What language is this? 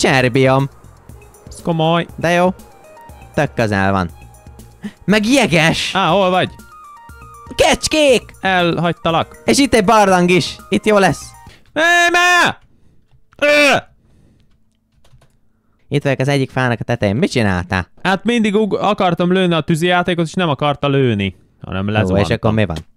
Hungarian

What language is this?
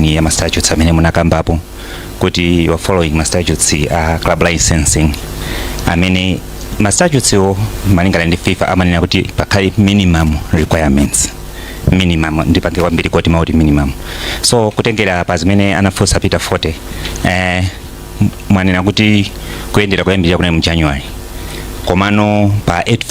Nyanja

